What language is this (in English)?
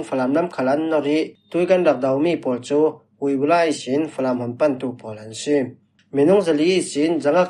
Falam Chin